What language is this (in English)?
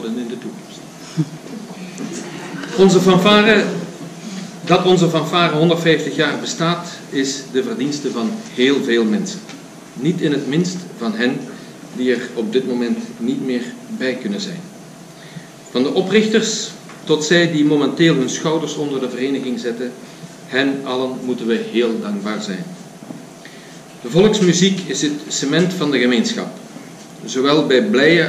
Dutch